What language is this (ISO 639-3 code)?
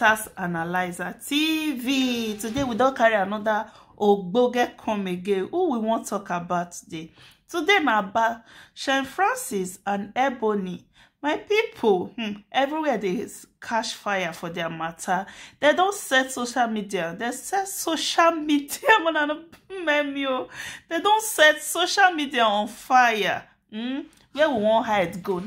pcm